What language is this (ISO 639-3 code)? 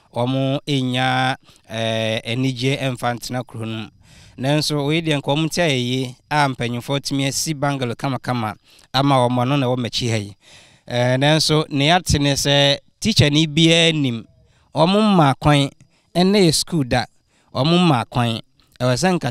aka